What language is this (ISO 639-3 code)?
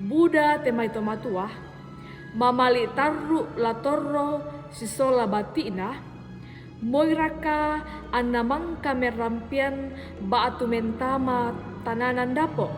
sda